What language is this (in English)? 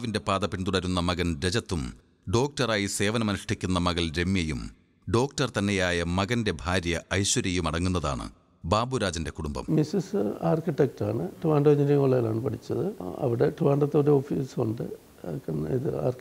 Malayalam